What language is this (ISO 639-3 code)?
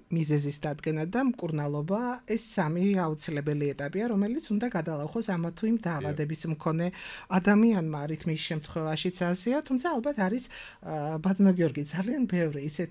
kat